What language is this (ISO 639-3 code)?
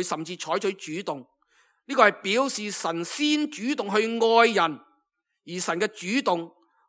yue